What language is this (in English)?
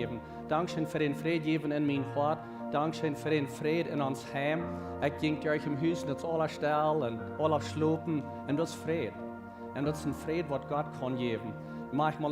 Plautdietsch